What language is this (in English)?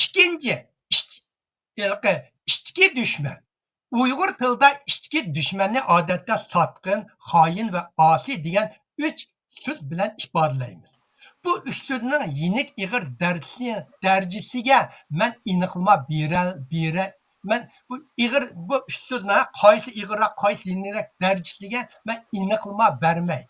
Uyghur